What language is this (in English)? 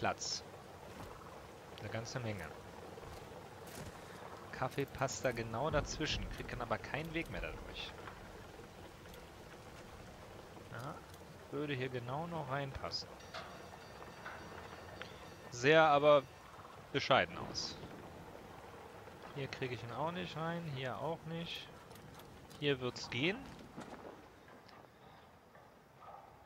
German